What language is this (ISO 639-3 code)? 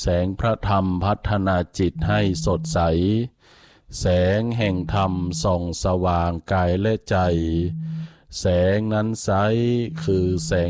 tha